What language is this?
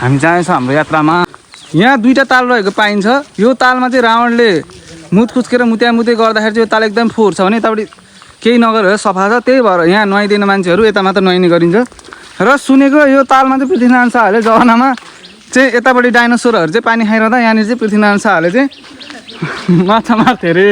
Nepali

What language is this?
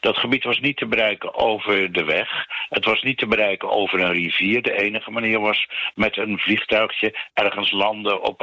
Dutch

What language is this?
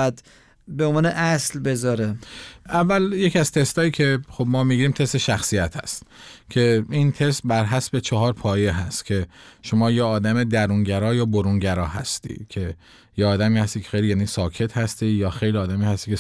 Persian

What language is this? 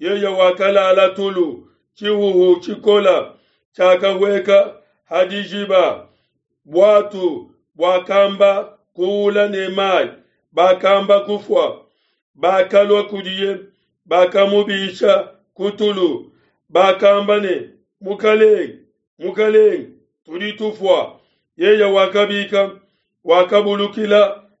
Luba-Lulua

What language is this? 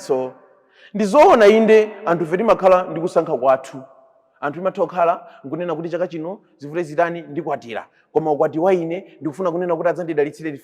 Nyanja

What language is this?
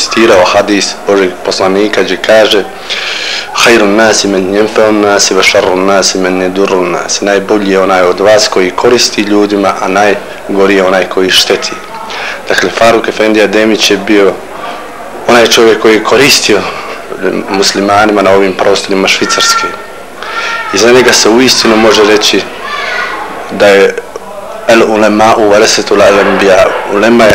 Bosnian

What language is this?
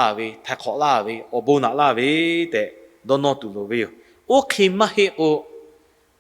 Lahu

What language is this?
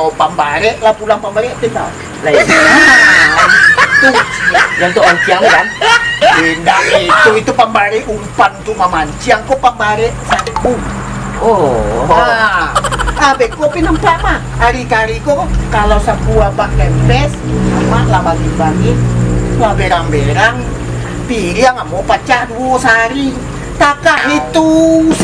Minangkabau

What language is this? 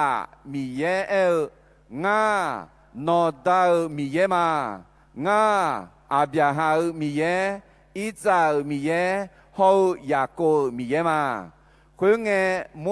Akha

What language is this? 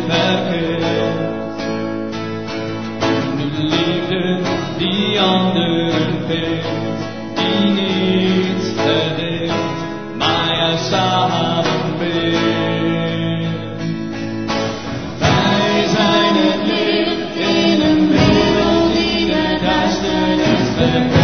Dutch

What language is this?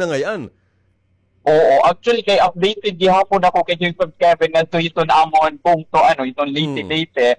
Waray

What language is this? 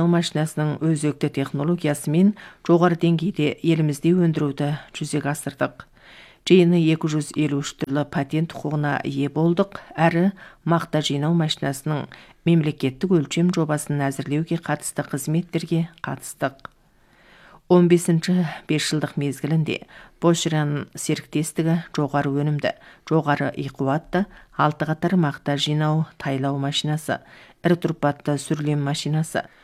Kazakh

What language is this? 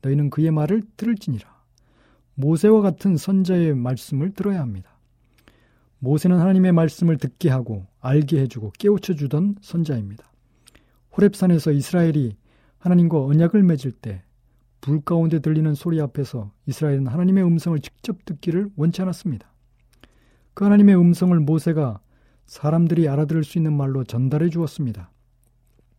Korean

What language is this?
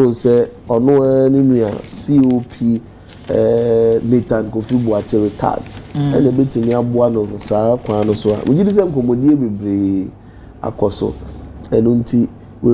Akan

